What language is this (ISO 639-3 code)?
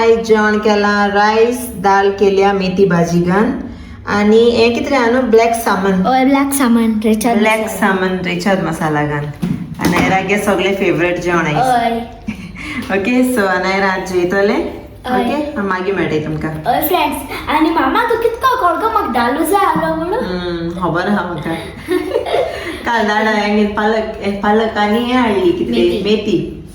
kok